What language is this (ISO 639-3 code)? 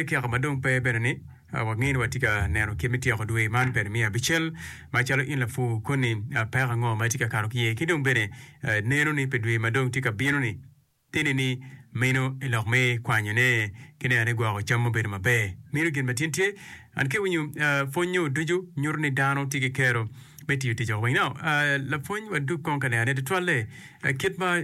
ach